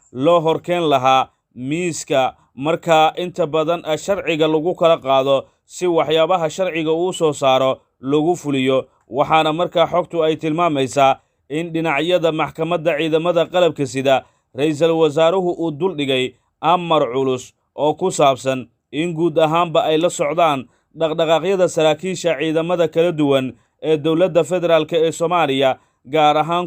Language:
Somali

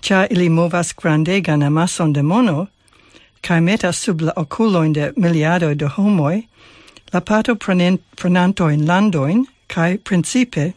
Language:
Esperanto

